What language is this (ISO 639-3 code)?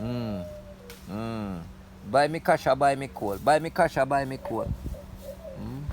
jam